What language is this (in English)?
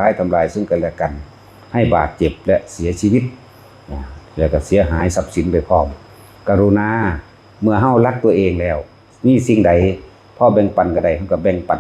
Northeastern Thai